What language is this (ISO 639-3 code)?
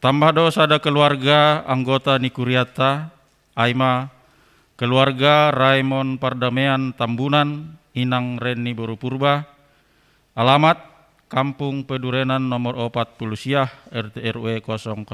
bts